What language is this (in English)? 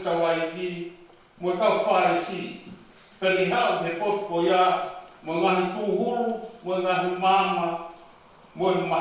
Tongan